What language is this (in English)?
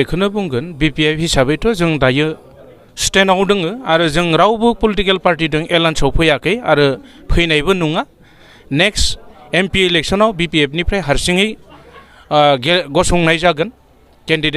Bodo